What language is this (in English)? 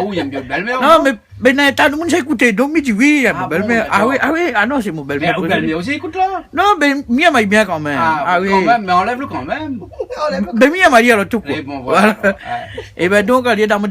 Réunion Creole French